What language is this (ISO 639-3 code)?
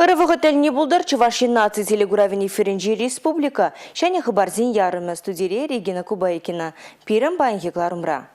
chv